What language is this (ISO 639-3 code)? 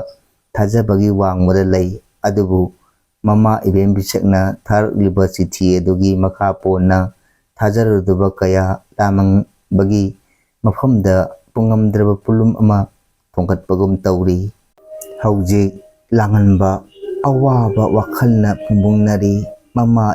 mni